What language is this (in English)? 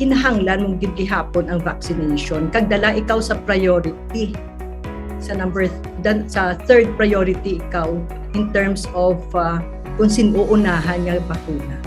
Hiligaynon